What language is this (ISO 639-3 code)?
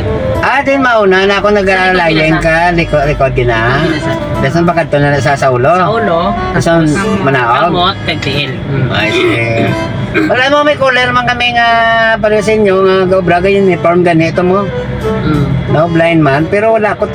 hil